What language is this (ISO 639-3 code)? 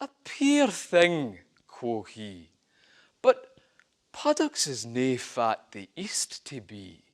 sco